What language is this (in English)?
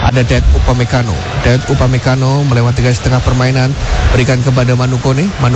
Indonesian